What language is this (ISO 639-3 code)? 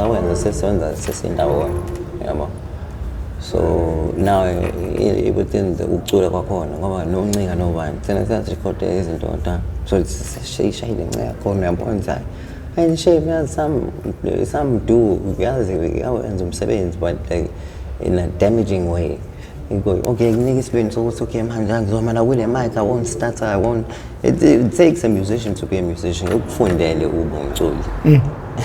zul